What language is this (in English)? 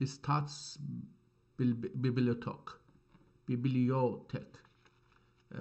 South Azerbaijani